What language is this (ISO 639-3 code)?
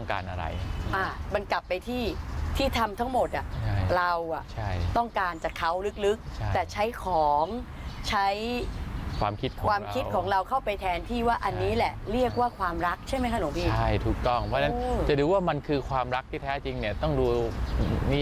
tha